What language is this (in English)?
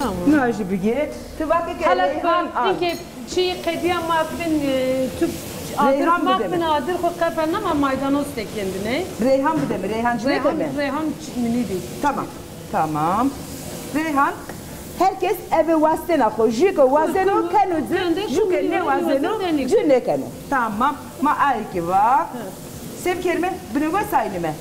Zaza